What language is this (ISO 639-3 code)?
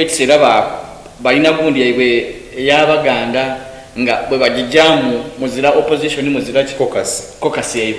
xog